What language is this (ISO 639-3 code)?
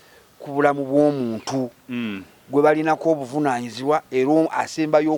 lug